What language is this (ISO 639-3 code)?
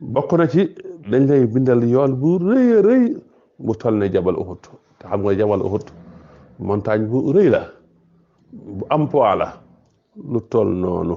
wol